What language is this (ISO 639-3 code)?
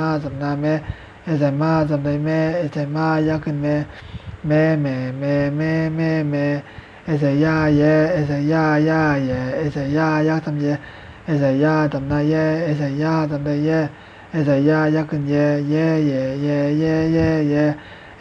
shn